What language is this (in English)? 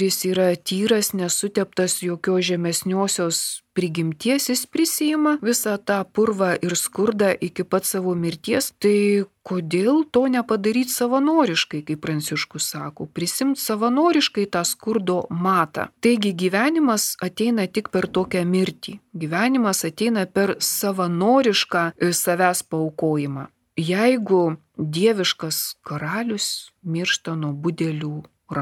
Lithuanian